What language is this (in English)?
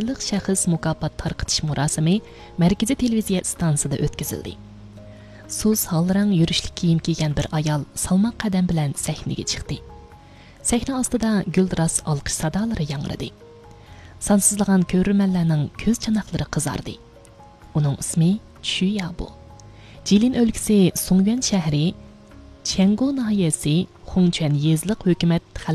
Uyghur